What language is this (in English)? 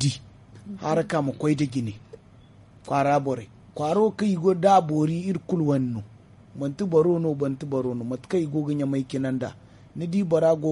Zarma